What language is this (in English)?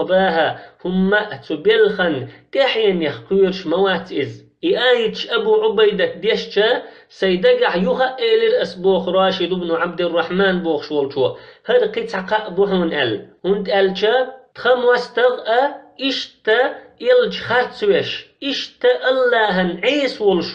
Chechen